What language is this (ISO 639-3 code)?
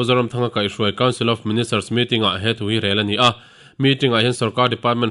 lus